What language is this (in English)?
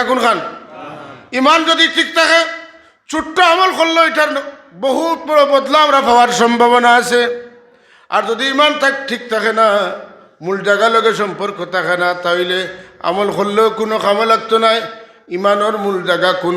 Sylheti